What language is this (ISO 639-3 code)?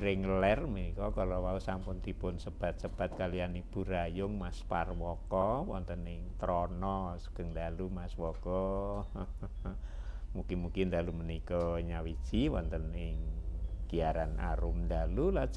jav